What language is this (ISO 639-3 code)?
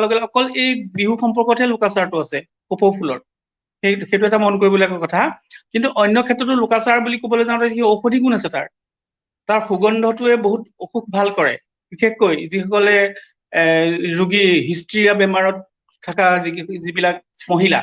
asm